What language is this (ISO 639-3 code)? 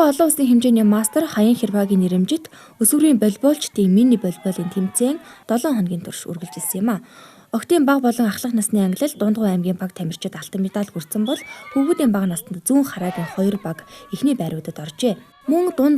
mon